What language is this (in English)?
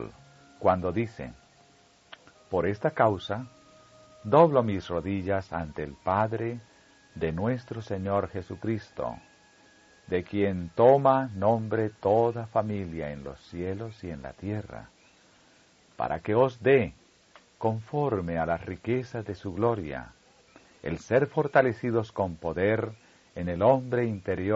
Spanish